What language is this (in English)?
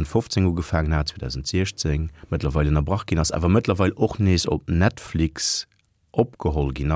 Luxembourgish